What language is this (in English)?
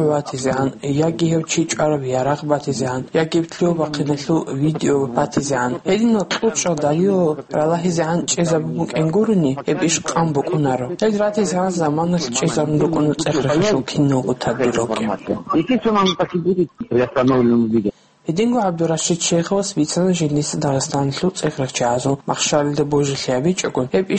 Avaric